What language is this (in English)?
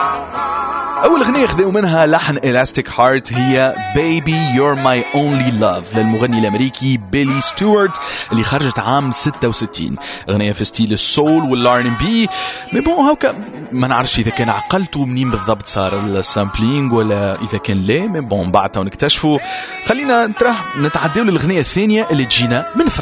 Tunisian Arabic